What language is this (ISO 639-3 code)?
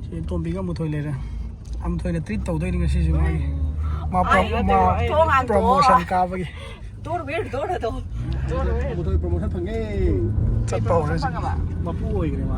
mni